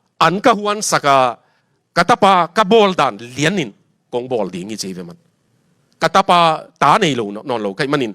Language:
Tedim Chin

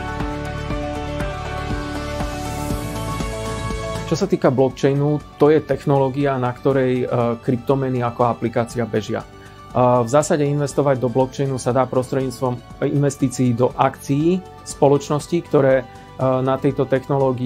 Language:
Slovak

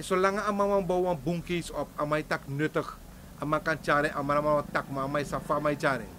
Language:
Sranan Tongo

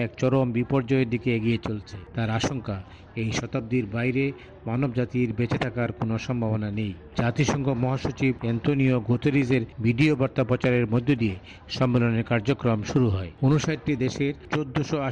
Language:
Bangla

